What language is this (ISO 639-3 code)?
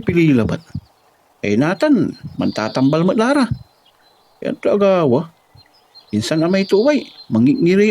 pag